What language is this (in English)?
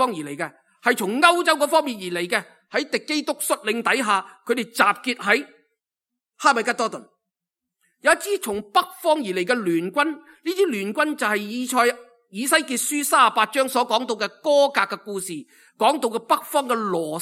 Cantonese